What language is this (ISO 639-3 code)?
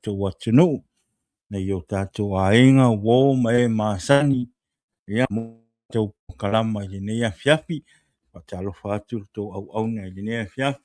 smo